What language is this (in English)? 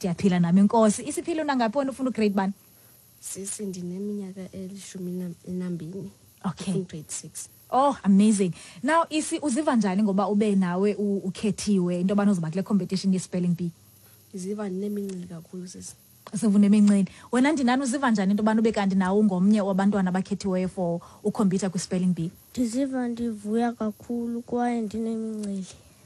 Xhosa